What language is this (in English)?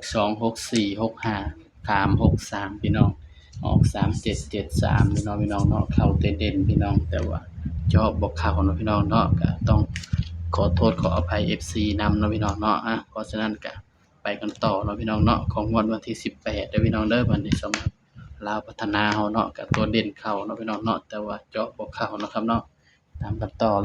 Northeastern Thai